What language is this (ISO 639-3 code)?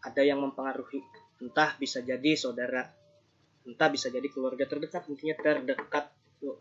bjn